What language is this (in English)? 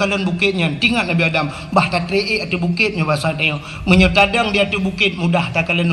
Achinese